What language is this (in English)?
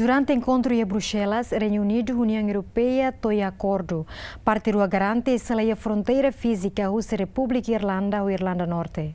Tetum